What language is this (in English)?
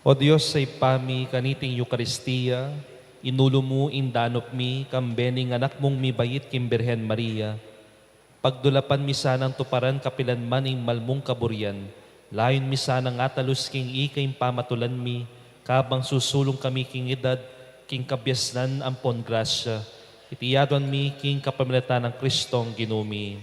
Pampanga